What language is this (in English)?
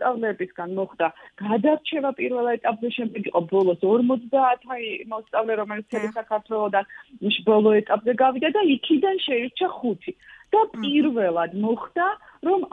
Georgian